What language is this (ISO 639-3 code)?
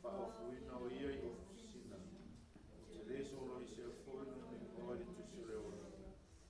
smo